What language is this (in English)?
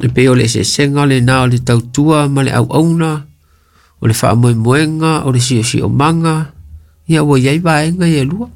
Samoan